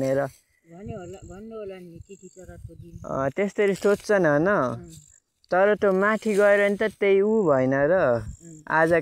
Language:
Nepali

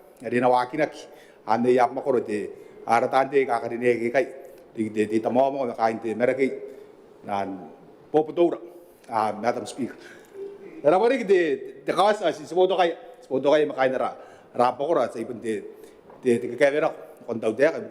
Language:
Gilbertese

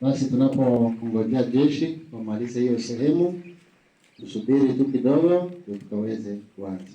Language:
Swahili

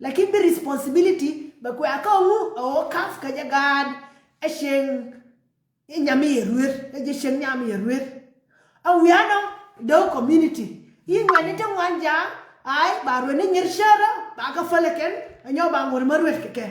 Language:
Nuer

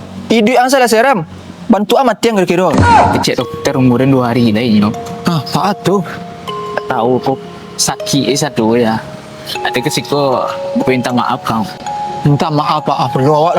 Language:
Minangkabau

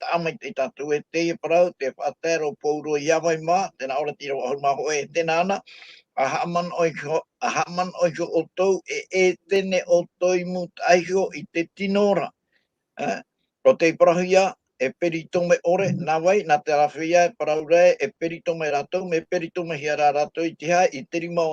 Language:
Tahitian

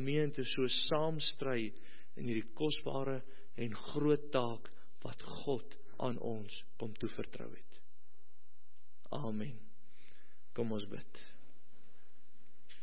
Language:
Afrikaans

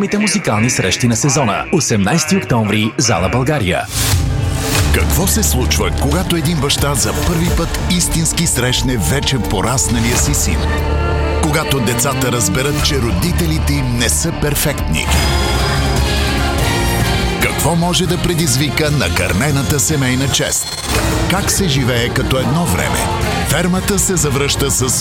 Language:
Bulgarian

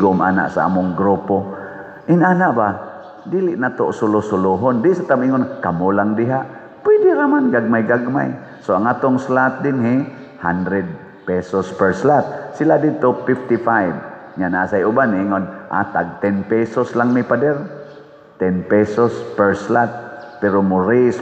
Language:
Cebuano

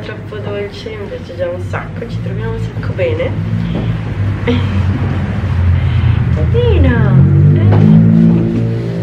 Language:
Italian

